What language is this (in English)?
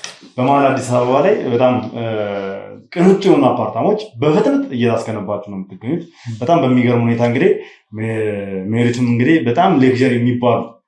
Amharic